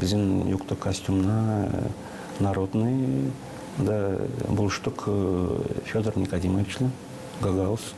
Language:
Gagauz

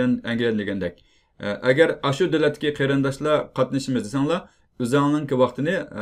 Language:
Uyghur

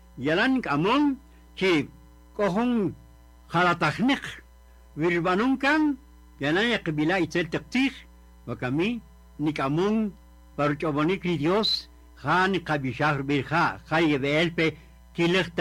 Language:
Kaqchikel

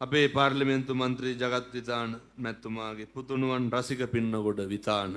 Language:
Sinhala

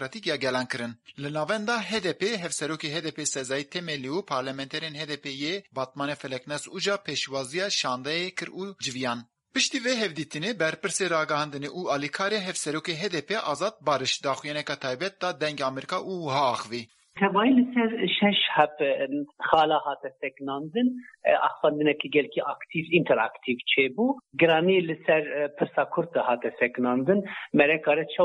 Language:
Kurdish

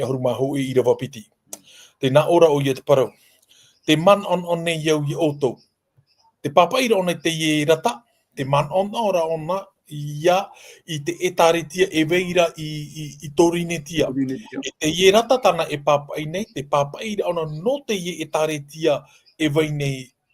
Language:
Tahitian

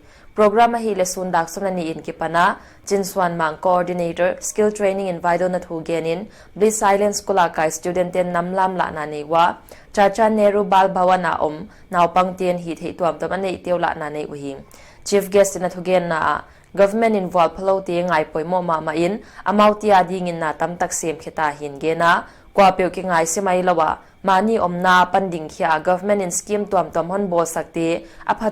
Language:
Paite Chin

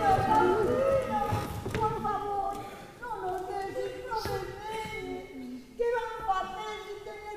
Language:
Asturian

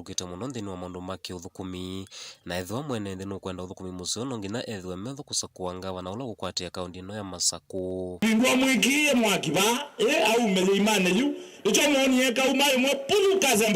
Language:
Kamba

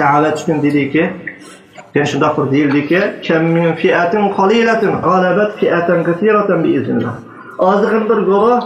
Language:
Uyghur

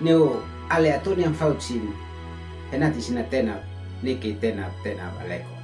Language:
Uab Meto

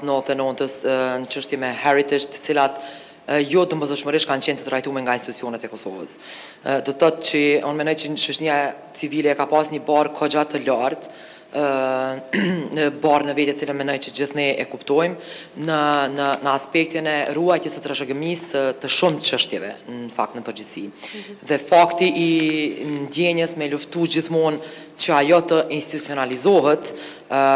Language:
Albanian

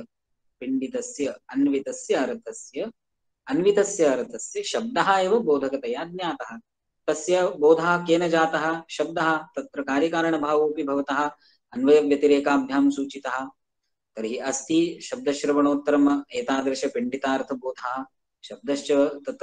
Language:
Sanskrit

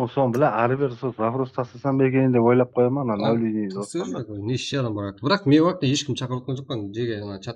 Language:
Kara-Kalpak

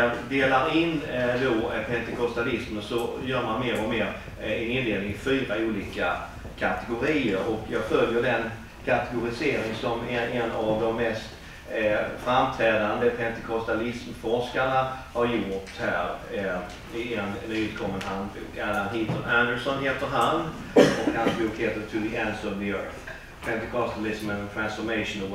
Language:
Swedish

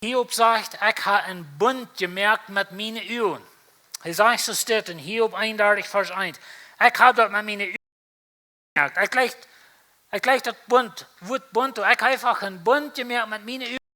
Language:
Plautdietsch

